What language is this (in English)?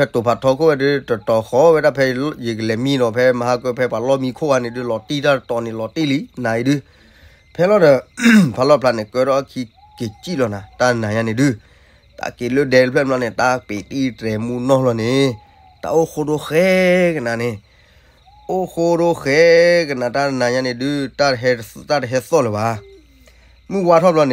S'gaw Karen